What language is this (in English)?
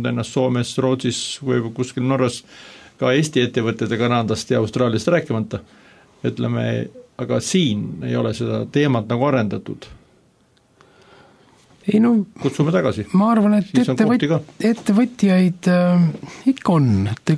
Estonian